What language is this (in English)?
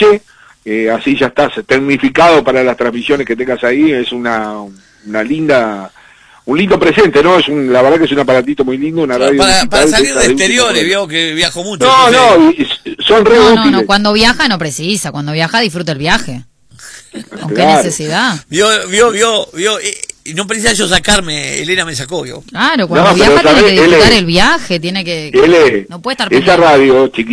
Spanish